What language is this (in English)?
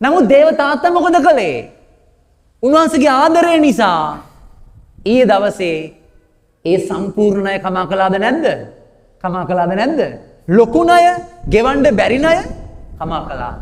Sinhala